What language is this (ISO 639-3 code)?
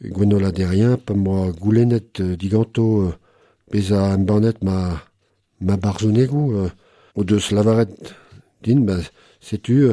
bre